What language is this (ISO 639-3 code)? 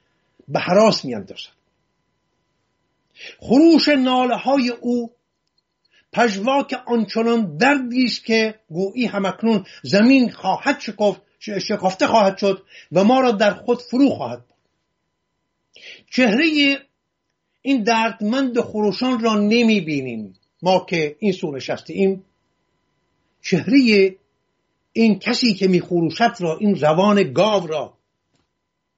fas